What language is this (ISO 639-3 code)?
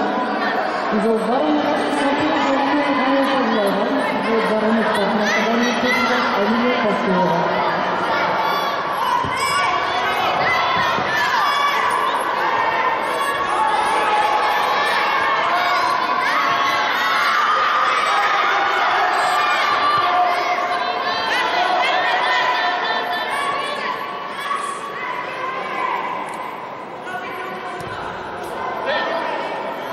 bul